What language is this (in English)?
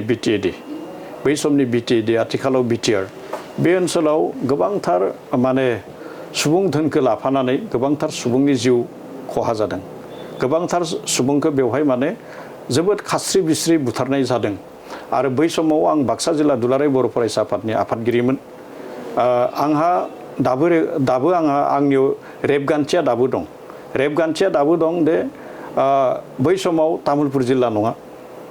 Bodo